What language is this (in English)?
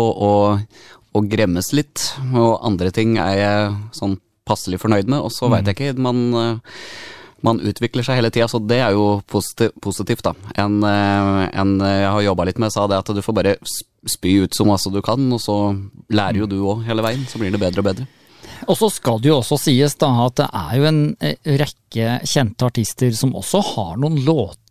Norwegian